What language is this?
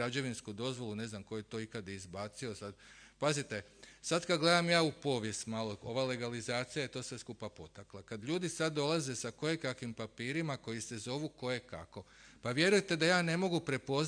Croatian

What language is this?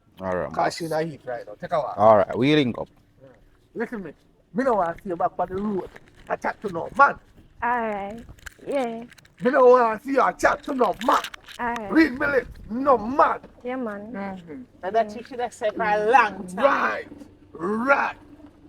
Jamaican Creole English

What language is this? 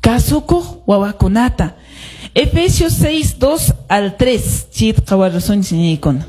Quechua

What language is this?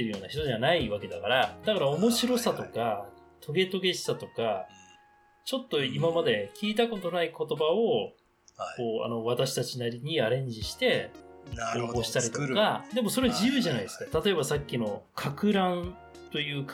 Japanese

